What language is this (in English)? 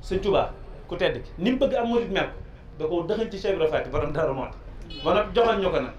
Wolof